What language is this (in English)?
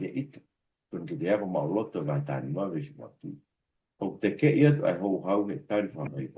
Tongan